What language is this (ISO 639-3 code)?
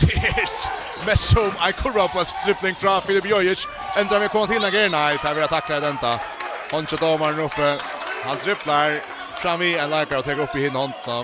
fao